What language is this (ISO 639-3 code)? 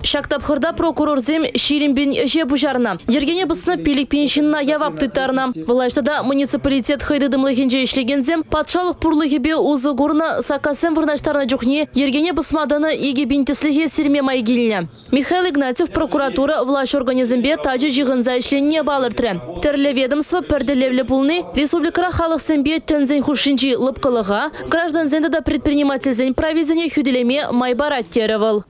chv